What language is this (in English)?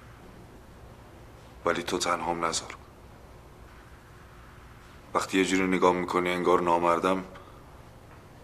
Persian